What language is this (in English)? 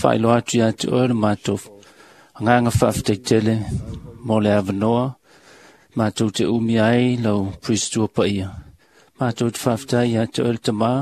Samoan